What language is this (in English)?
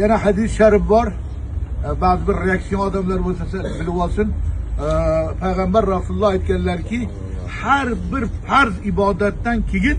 Uzbek